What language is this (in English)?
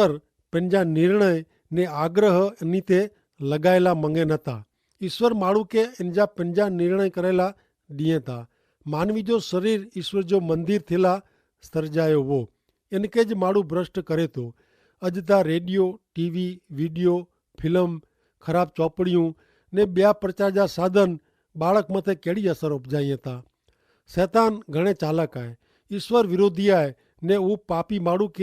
Kachhi